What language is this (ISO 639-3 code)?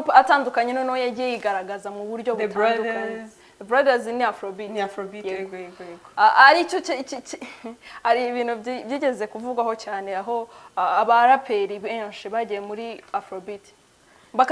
kin